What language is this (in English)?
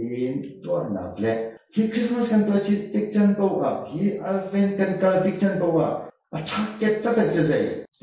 Hakha Chin